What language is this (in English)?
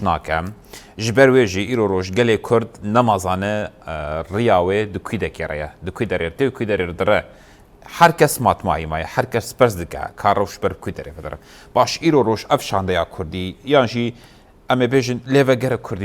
Kurdish